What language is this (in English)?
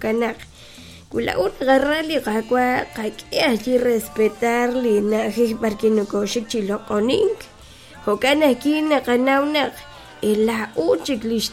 Kekchí